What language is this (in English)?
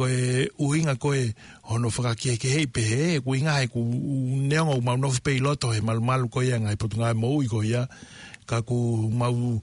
Tongan